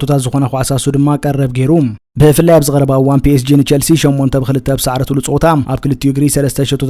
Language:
Tigrinya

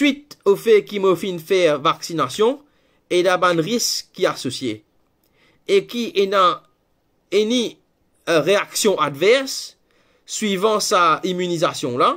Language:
Morisyen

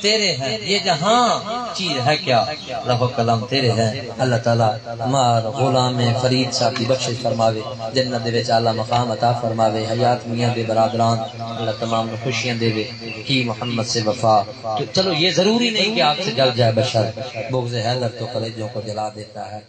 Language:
Saraiki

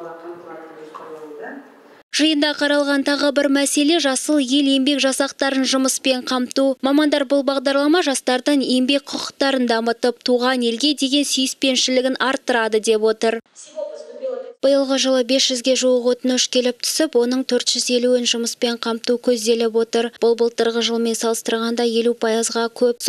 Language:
Kazakh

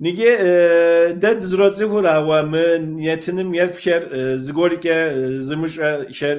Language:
Kabardian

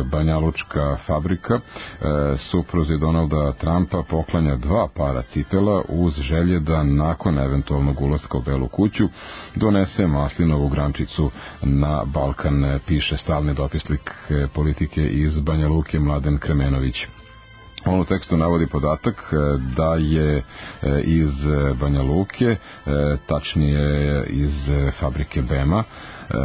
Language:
Serbian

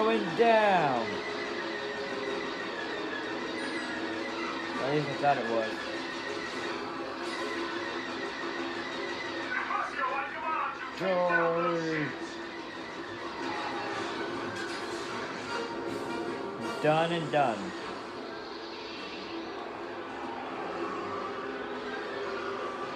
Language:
English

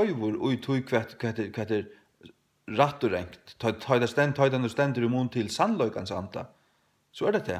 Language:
Faroese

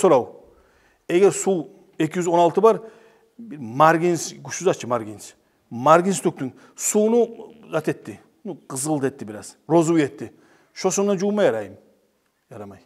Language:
Kumyk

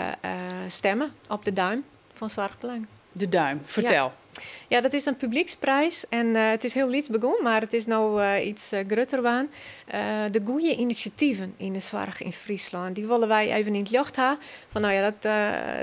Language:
Western Frisian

